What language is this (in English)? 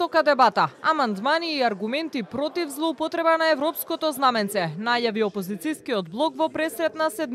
Macedonian